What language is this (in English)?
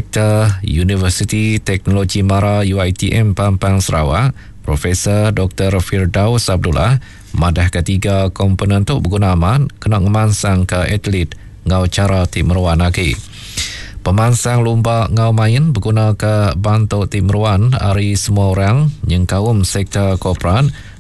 Iban